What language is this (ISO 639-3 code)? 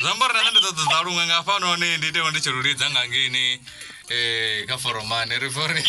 ven